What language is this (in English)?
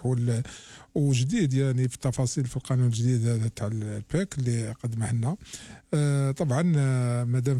Algerian Arabic